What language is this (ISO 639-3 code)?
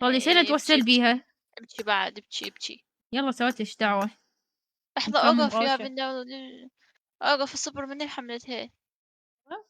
acm